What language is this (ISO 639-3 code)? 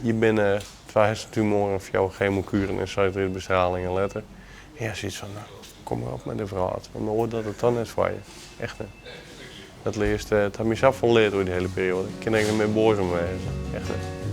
fry